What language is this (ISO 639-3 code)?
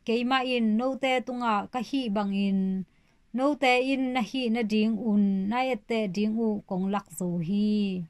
ctd